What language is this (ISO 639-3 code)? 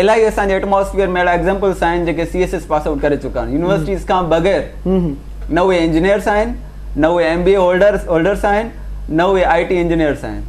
snd